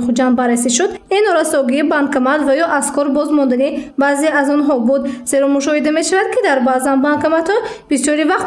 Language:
Tajik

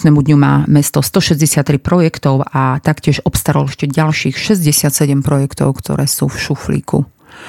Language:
Slovak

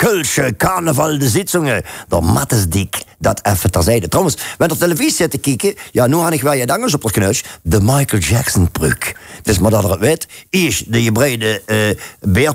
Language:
Limburgish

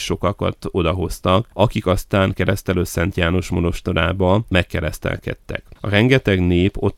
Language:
Hungarian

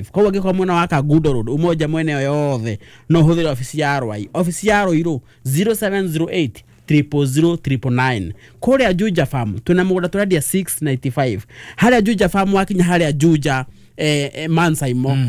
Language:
Kikuyu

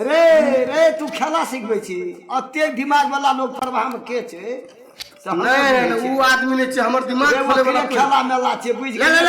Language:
Maithili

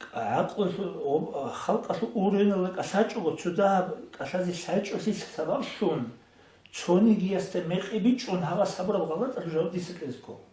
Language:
Avaric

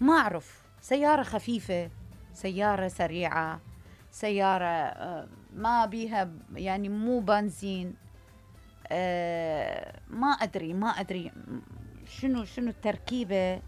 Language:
Mesopotamian Arabic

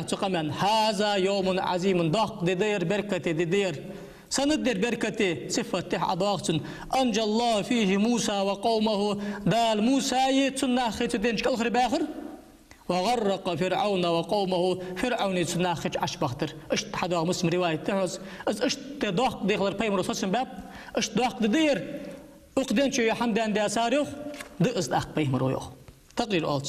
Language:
Ingush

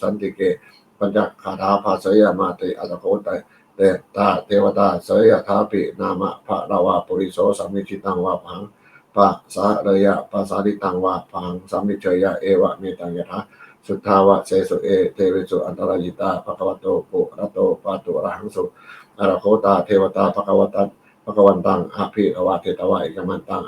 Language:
Pali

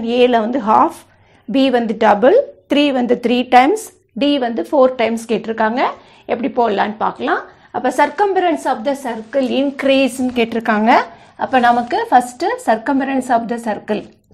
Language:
Tamil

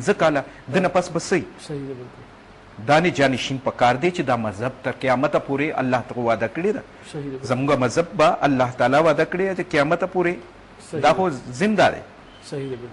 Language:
Pashto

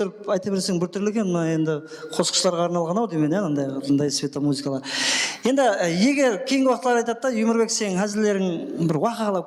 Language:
Kara-Kalpak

